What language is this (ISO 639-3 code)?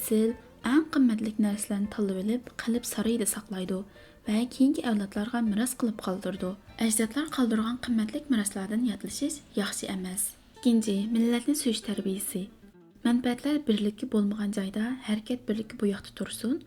uig